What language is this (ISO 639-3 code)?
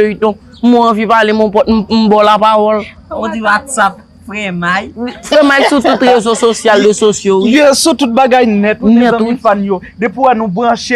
hat